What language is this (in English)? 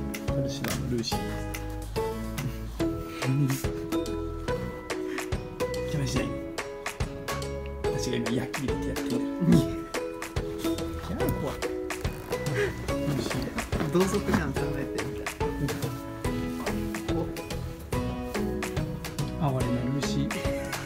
Japanese